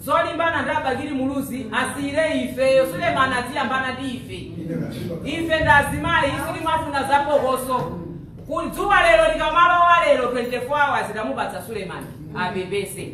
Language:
Nyanja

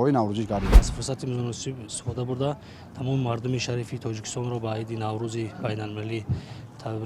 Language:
Tajik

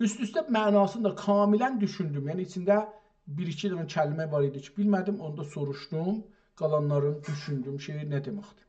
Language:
South Azerbaijani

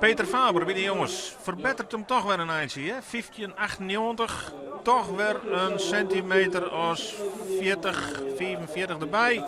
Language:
Western Frisian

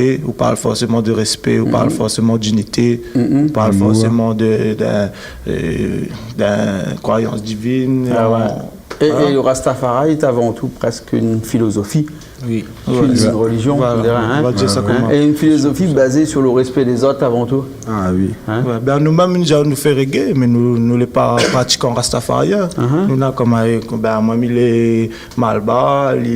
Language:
Réunion Creole French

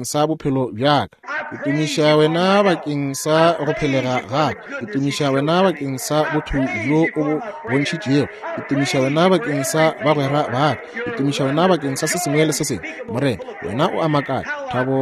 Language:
Northern Sotho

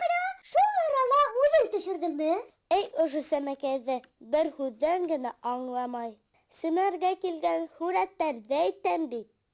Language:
Bashkir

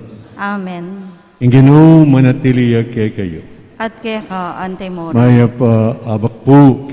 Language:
Pampanga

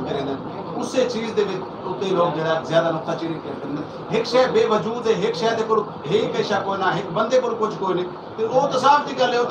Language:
Saraiki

